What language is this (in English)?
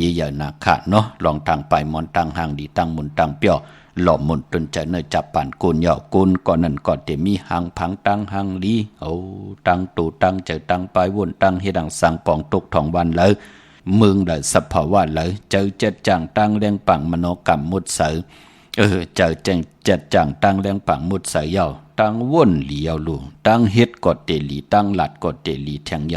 Shan